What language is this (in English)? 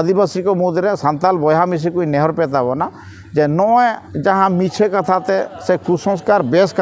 Santali